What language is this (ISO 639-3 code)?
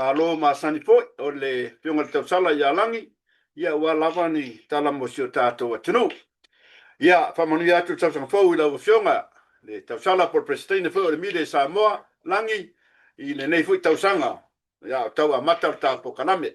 smo